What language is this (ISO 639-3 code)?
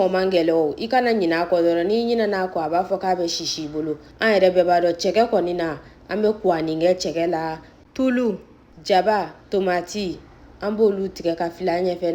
bam